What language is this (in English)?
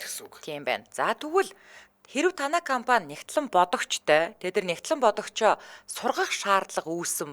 Mongolian